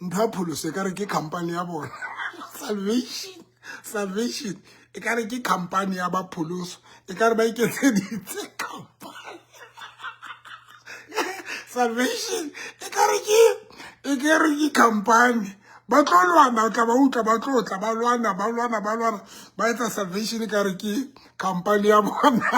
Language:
Southern Sotho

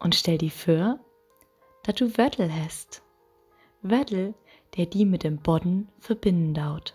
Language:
Low German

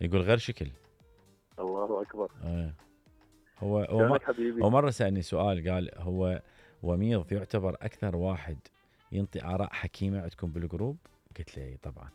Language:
Mesopotamian Arabic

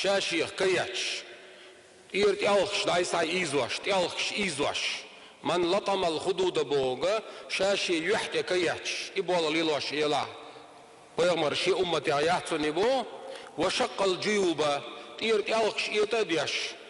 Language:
Chechen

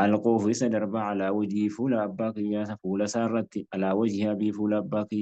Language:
Oromo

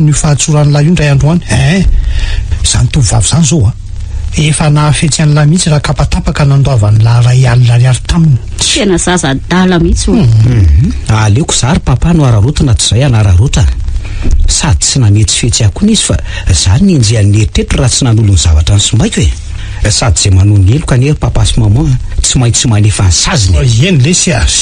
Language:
Malagasy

